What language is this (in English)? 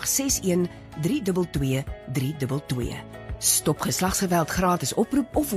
Afrikaans